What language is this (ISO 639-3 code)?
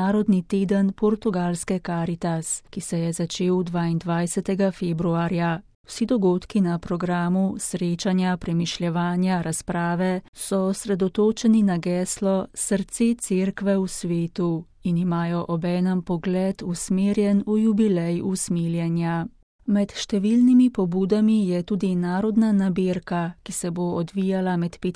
slv